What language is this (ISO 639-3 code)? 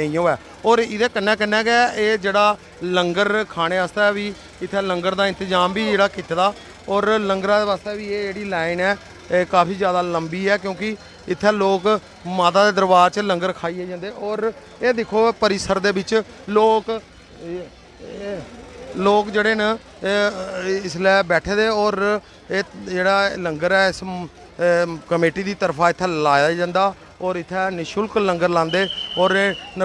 doi